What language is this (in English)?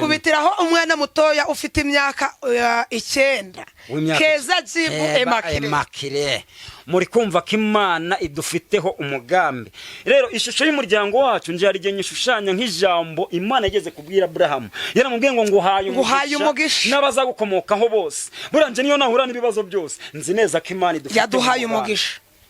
Kinyarwanda